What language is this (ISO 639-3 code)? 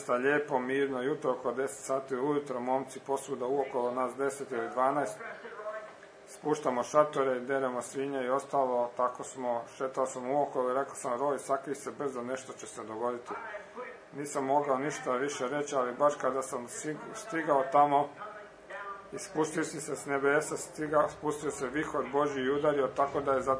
hrv